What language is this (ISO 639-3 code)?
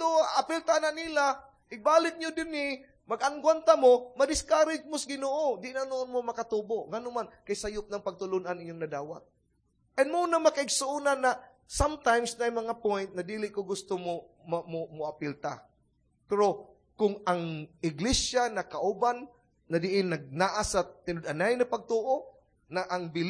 ceb